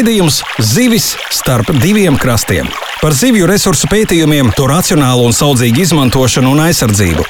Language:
Latvian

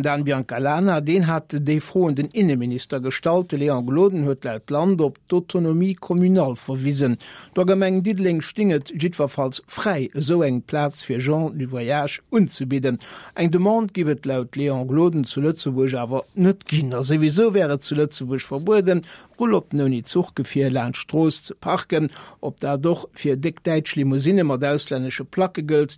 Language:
Luxembourgish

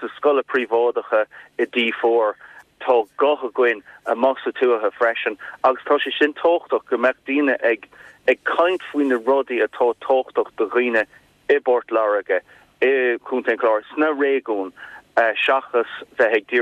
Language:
Irish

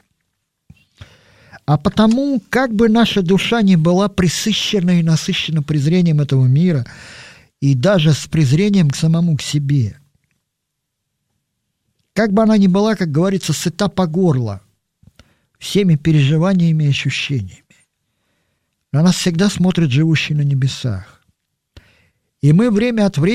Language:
Russian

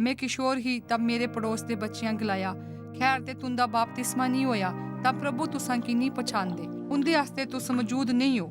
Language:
Dogri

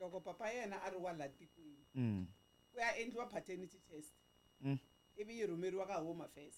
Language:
Tsonga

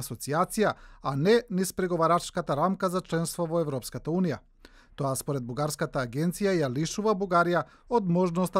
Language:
Macedonian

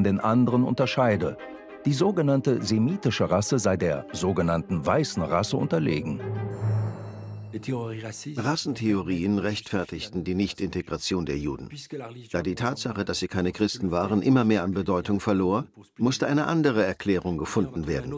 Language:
German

